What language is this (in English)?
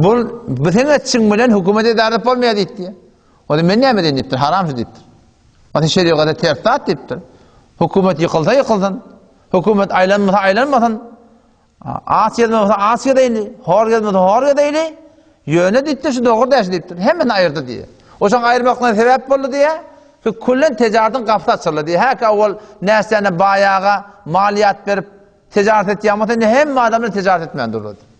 Turkmen